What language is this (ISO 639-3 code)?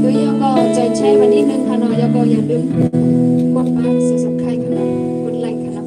shn